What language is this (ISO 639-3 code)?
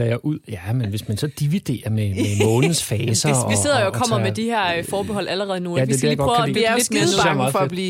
dan